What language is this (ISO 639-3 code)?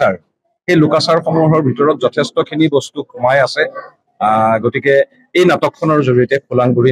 asm